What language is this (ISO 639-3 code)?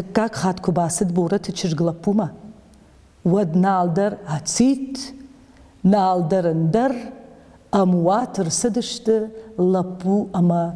oss